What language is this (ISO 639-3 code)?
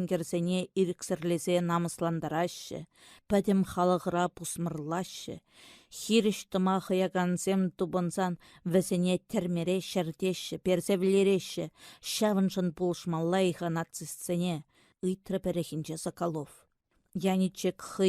chv